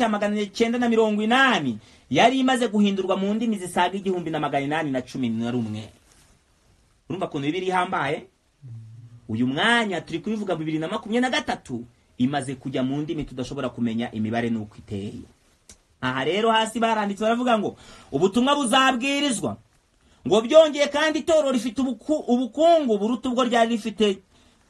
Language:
Kinyarwanda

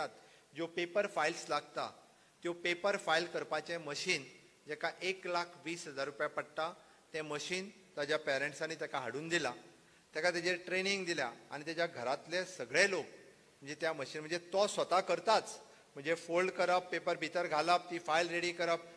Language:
Konkani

